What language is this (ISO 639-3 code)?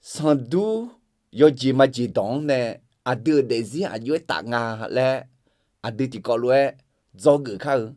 ahk